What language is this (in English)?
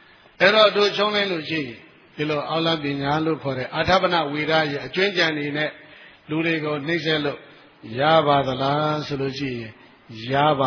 Burmese